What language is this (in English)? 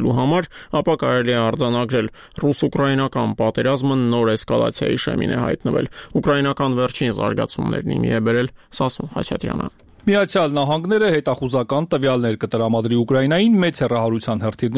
Armenian